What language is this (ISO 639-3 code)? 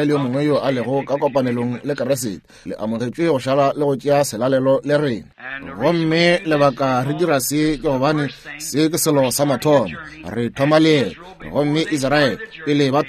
nso